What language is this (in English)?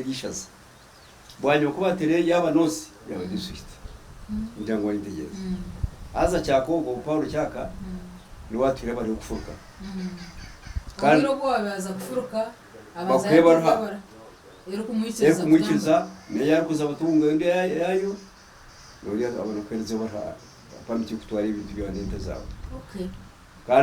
Nyankole